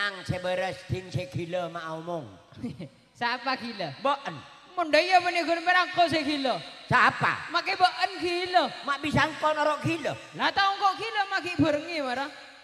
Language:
Madurese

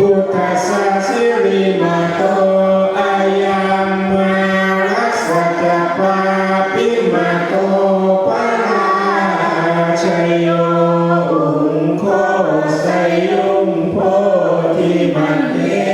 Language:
Pali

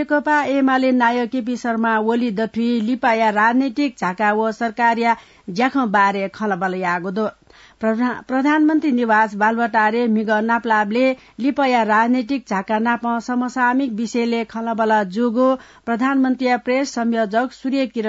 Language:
Newari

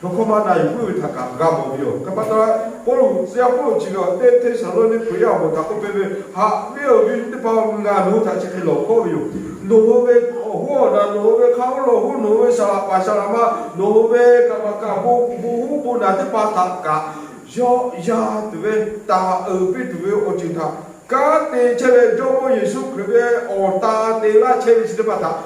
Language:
Lahu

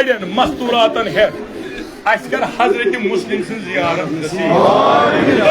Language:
Kashmiri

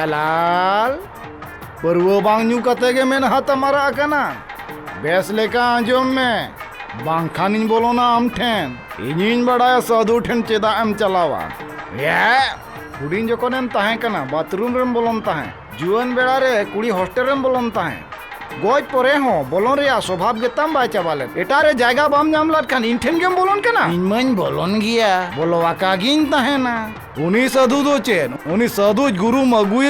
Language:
Santali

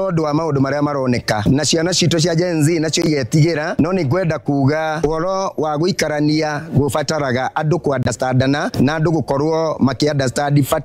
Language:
Kikuyu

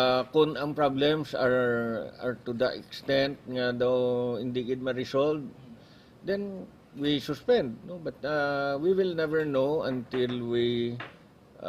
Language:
Hiligaynon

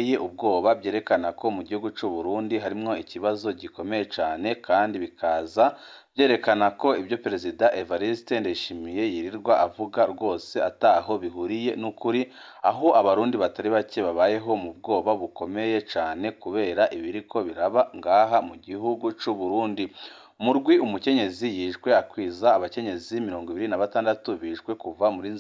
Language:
Rundi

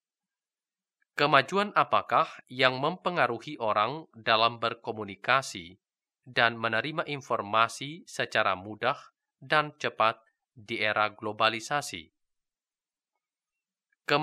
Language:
Indonesian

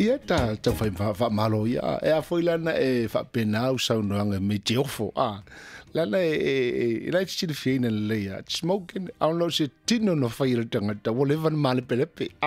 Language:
Samoan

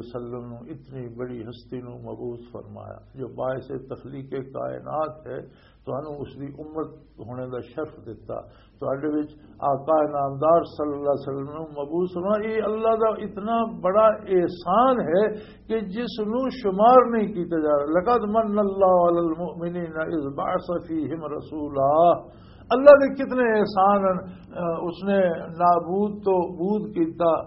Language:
Western Panjabi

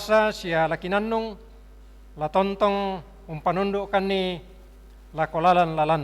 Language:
Toraja-Sa'dan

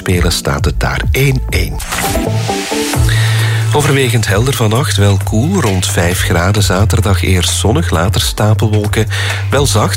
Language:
Dutch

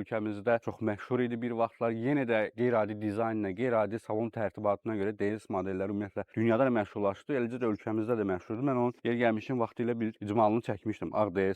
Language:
Azerbaijani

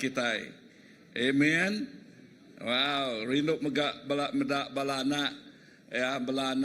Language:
Iban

